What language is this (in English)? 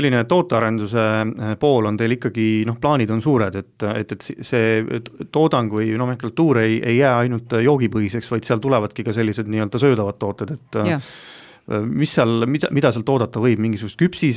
Estonian